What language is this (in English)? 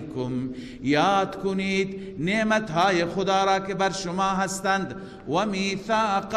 Persian